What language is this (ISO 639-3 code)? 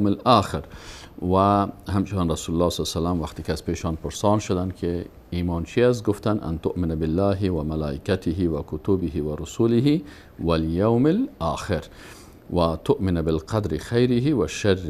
fas